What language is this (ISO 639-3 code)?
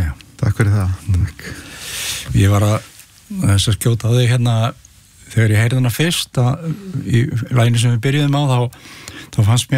isl